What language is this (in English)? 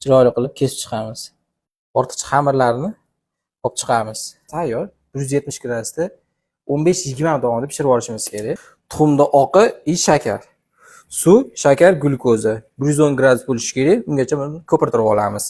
Uzbek